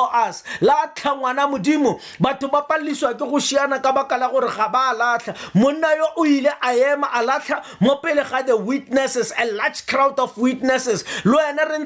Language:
Tswana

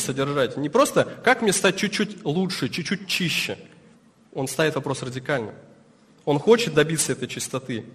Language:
Russian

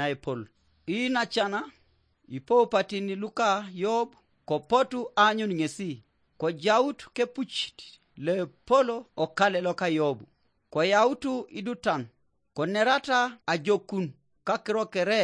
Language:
Teso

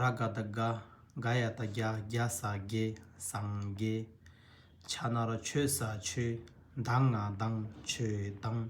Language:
Tibetan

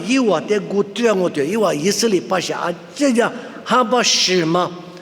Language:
Lisu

